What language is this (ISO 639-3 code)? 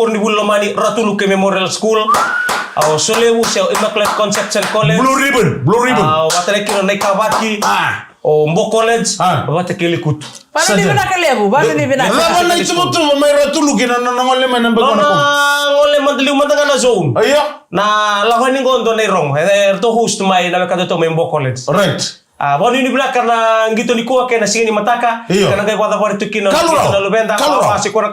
fij